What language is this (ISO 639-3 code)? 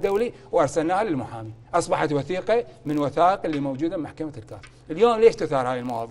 acm